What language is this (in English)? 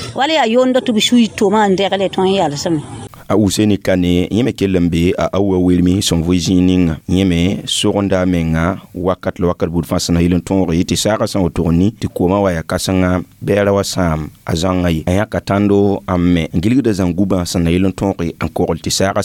Mossi